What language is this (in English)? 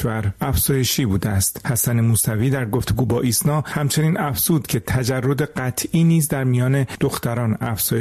Persian